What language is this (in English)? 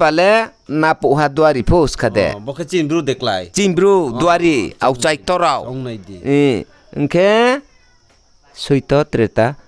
Riang (India)